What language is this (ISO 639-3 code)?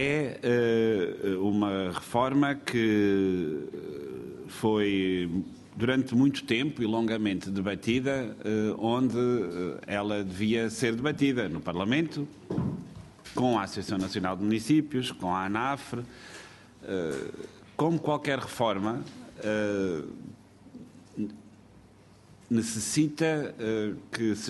por